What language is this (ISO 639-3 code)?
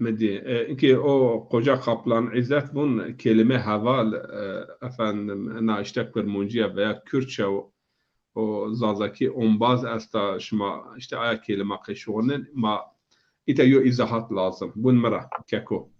zza